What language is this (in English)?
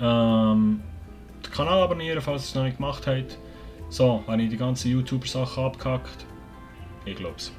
Swiss German